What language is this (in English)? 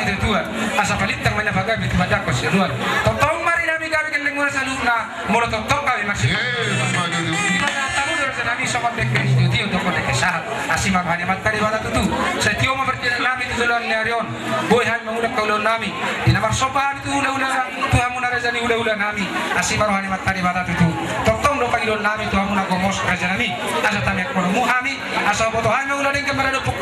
Batak Toba